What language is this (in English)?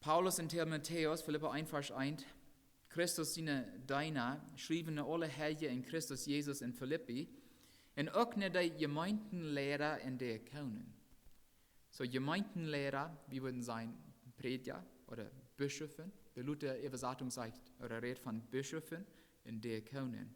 Plautdietsch